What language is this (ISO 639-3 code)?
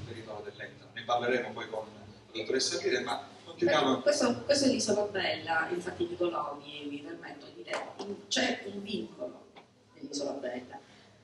ita